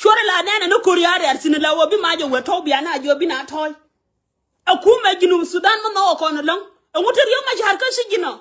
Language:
Nuer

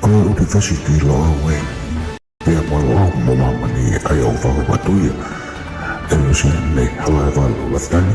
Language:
Tongan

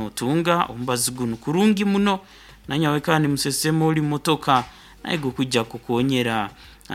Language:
Nyoro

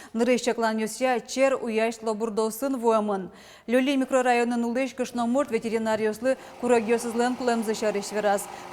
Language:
Udmurt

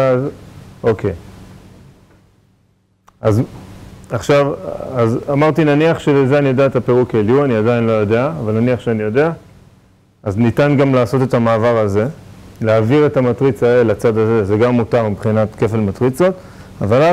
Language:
Hebrew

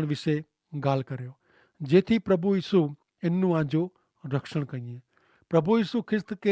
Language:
Kachhi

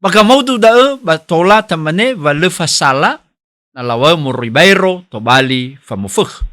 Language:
Nias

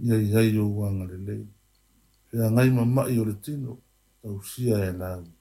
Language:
Samoan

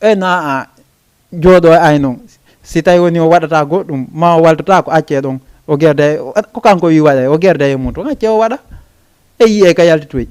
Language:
Fula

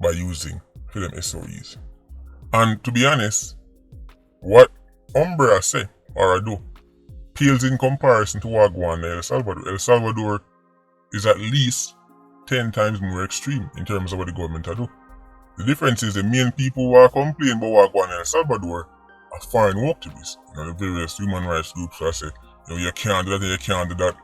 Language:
Jamaican Creole English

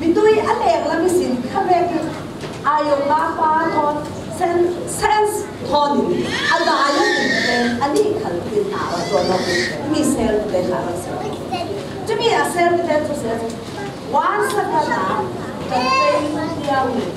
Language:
Falam Chin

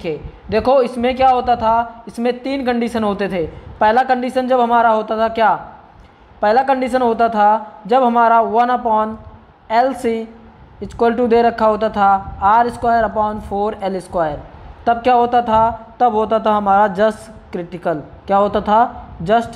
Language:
Hindi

